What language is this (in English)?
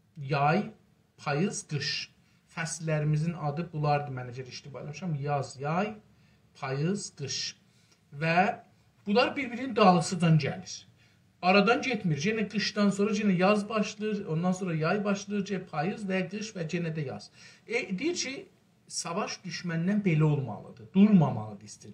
South Azerbaijani